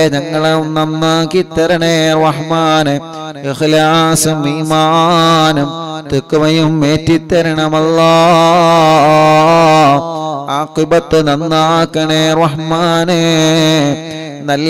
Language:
Malayalam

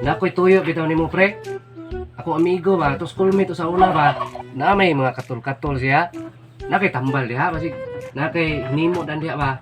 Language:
Cebuano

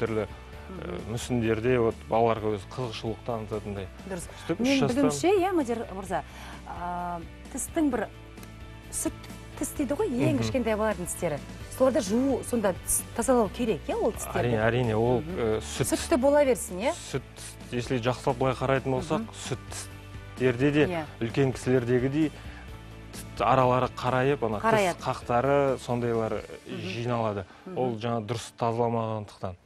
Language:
Kazakh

